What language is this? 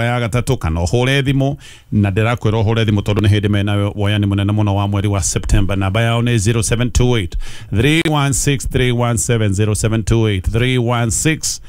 Kikuyu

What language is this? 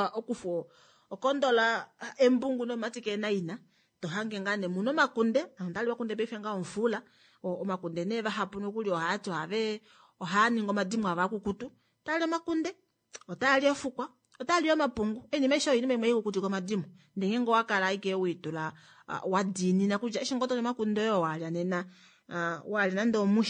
Kuanyama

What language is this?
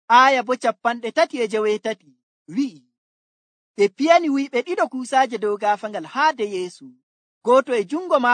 Nigerian Fulfulde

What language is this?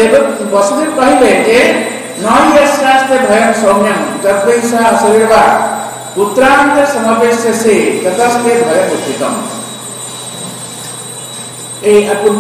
Odia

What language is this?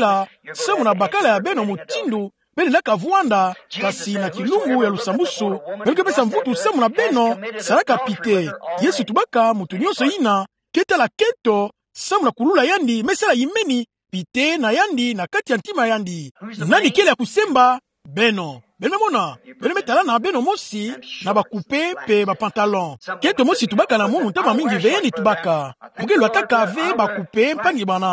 Kituba (Democratic Republic of Congo)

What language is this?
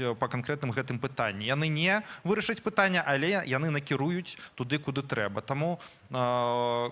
Belarusian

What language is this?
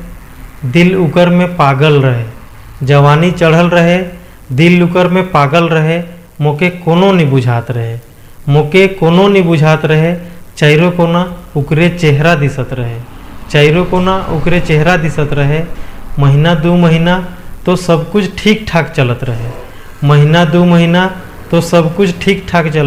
Sadri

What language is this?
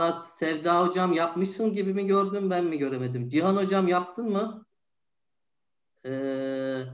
Turkish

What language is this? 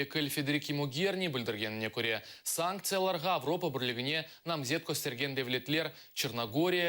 Crimean Tatar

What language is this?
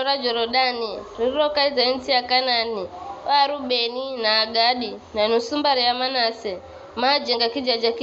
Giryama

